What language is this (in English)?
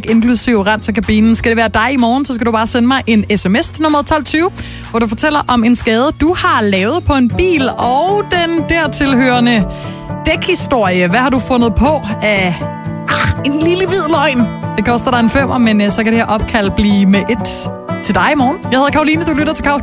Danish